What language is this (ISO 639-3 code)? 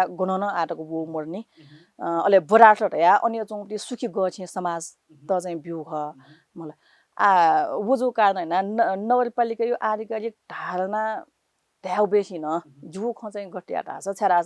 new